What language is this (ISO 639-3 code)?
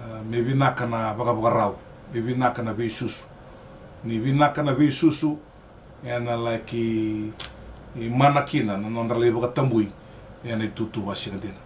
fij